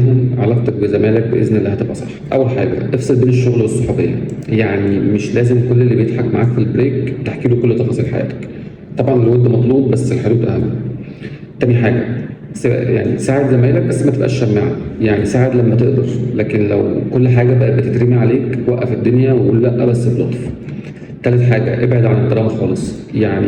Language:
Egyptian Arabic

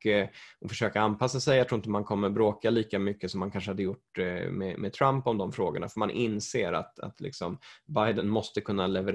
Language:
Swedish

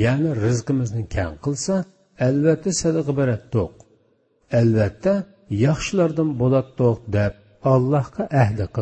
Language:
Uyghur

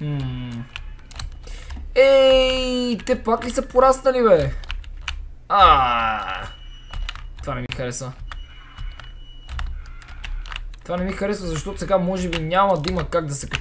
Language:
Bulgarian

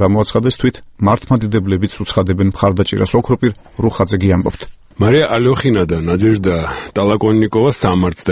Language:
Georgian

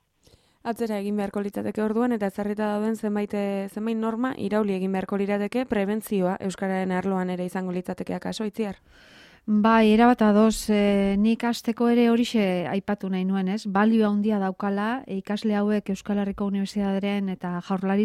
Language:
Basque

